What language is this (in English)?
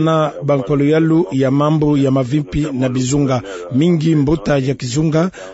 Kituba (Democratic Republic of Congo)